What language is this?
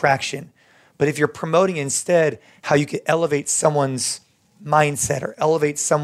English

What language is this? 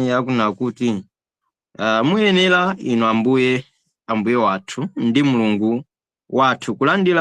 Nyanja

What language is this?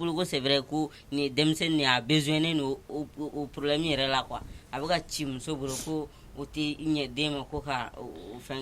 Bambara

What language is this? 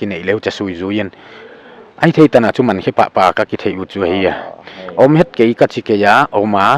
Paite Chin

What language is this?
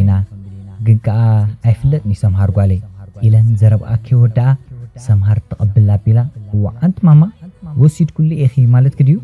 Tigrinya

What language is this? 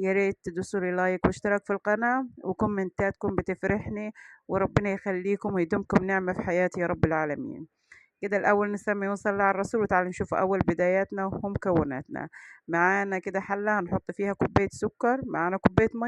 Egyptian Arabic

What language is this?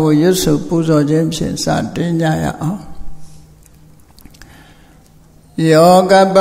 Burmese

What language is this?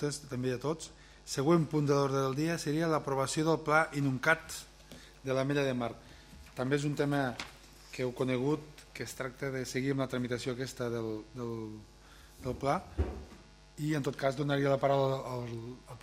Catalan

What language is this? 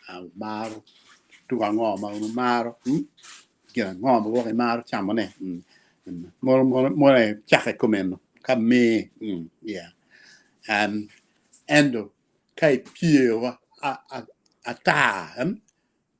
Acoli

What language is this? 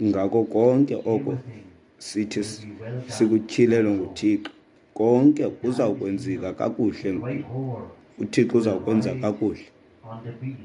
Xhosa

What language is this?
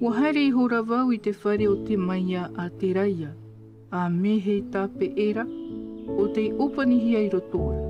Tahitian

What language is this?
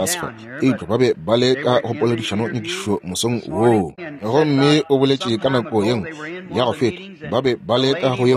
Northern Sotho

